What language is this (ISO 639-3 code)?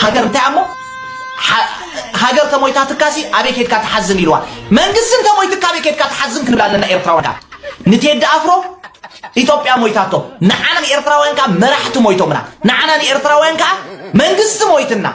tir